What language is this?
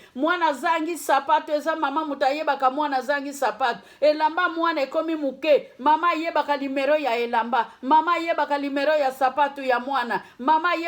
Lingala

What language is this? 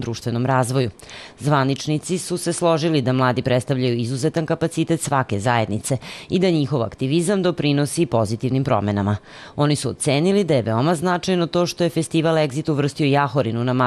Serbian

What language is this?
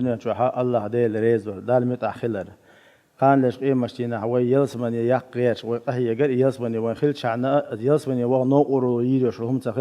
Chechen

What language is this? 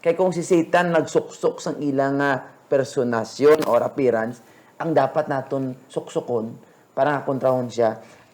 Hiligaynon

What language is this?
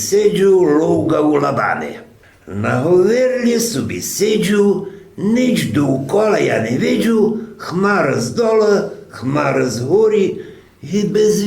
Rusyn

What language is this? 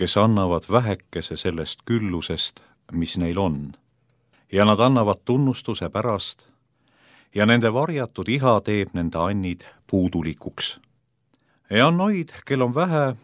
Estonian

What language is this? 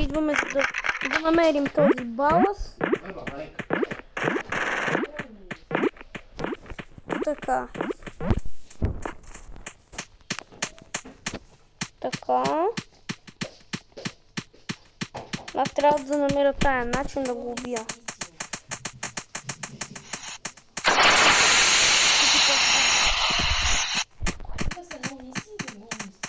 Bulgarian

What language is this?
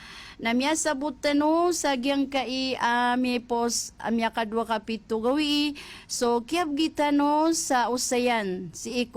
Maranao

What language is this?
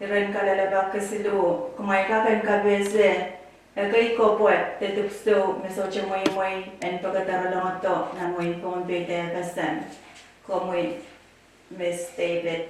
Pohnpeian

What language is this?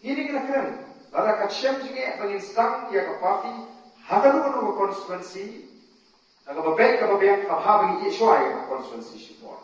Khasi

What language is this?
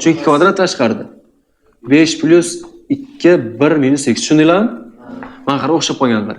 Uzbek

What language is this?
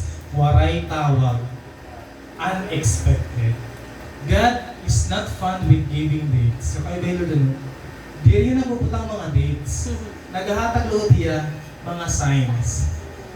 Waray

